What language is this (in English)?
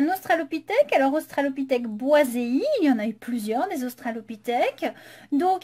French